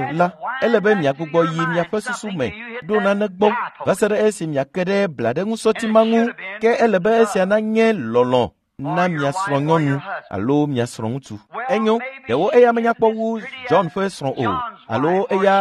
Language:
Ewe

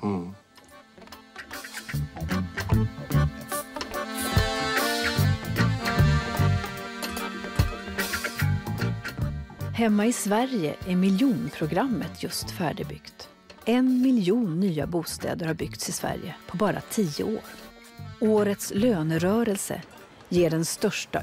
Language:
Swedish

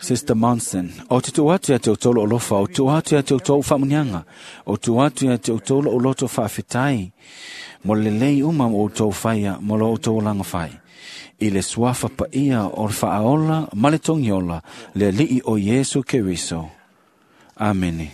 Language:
Samoan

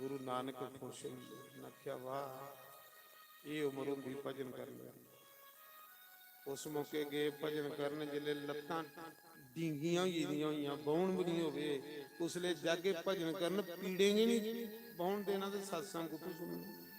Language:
Dogri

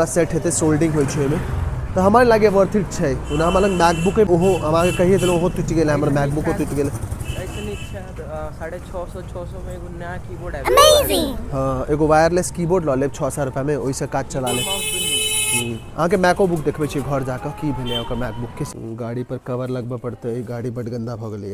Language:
Maithili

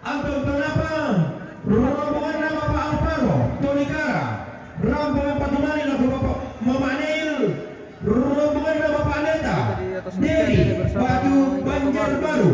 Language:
Toraja-Sa'dan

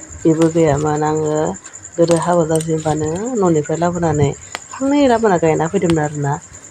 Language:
Bodo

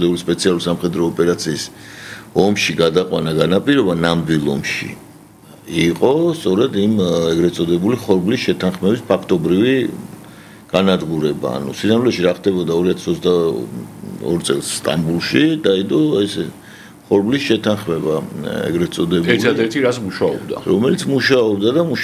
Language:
Georgian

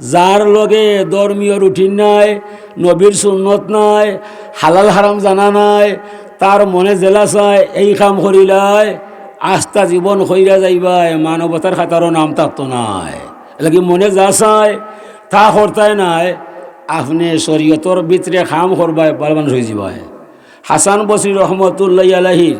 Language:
Sylheti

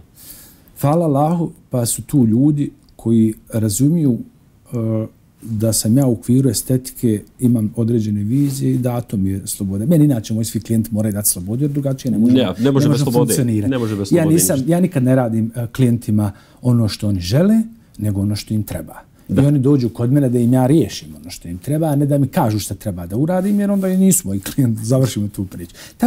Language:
Bosnian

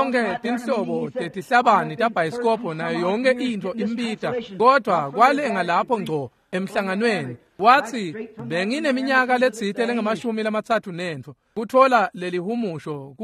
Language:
Swati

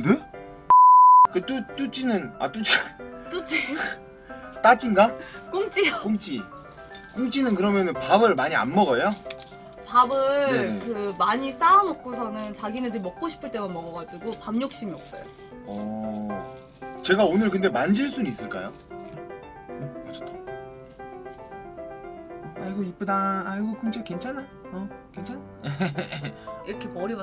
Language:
Korean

